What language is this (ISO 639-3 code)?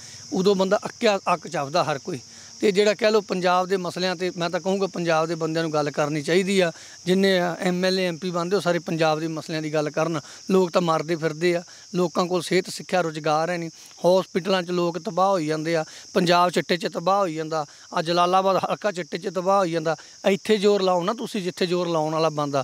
pan